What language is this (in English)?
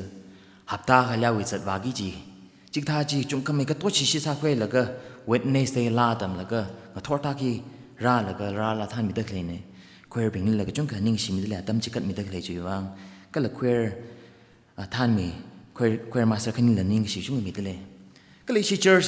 Tangkhul Naga (India)